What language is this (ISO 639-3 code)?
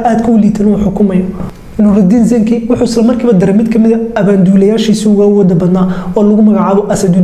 som